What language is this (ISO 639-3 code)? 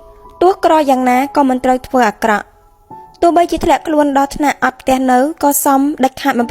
khm